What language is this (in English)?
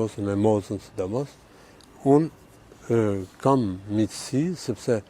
Albanian